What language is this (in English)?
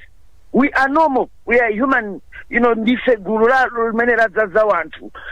Nyanja